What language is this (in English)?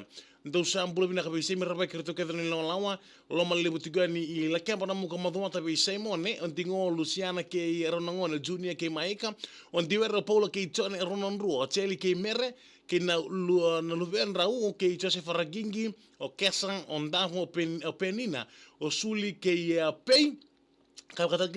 Fijian